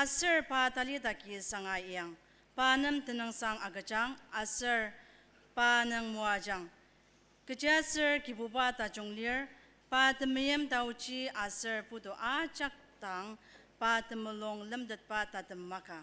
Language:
Ao Naga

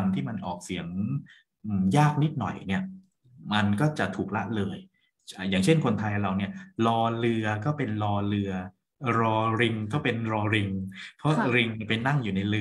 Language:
Thai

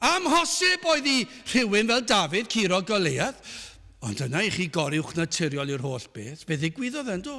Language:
Welsh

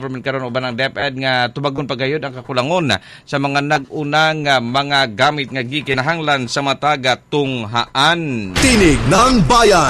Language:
Cebuano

